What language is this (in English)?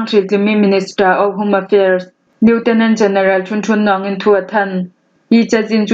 Falam Chin